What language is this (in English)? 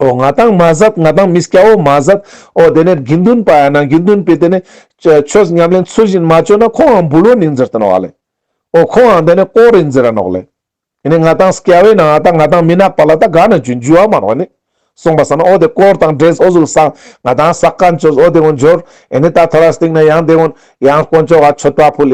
Ladakhi